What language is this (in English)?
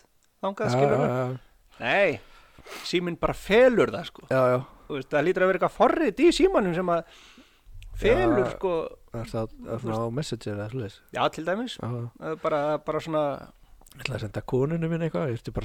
Icelandic